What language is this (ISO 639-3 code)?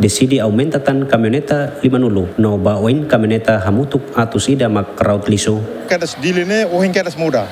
tet